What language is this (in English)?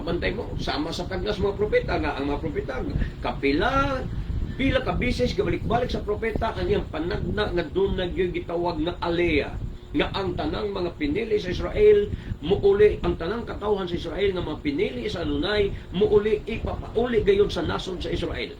Cebuano